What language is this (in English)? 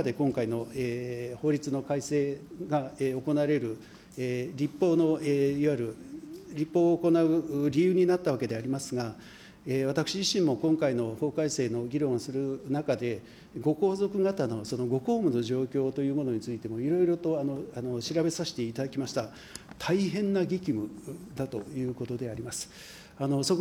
Japanese